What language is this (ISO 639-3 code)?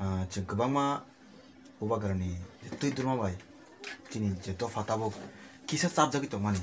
trp